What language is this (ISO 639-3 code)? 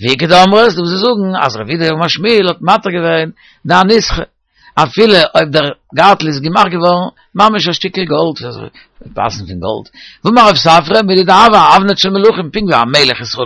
yid